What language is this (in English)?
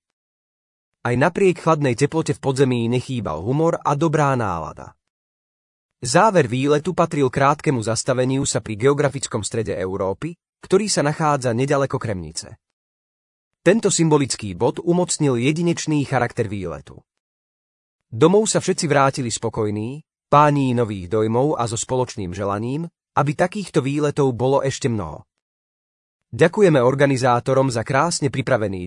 Slovak